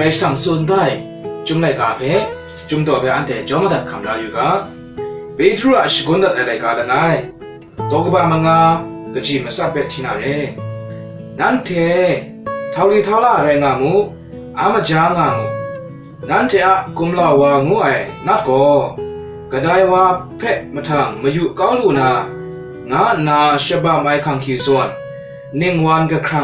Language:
Kachin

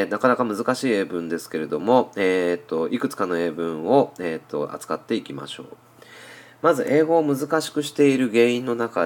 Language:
Japanese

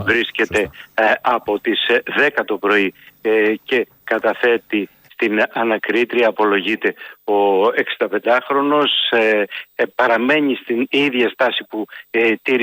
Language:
Greek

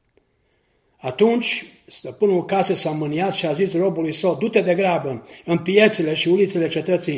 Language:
Romanian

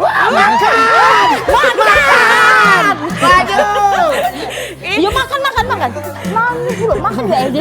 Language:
Musi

